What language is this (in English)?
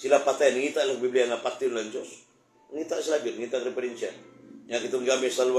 Cebuano